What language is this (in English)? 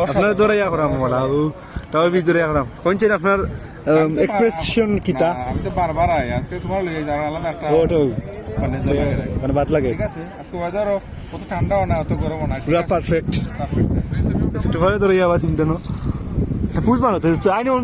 Sylheti